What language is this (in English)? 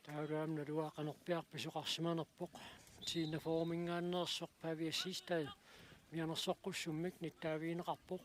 Kalaallisut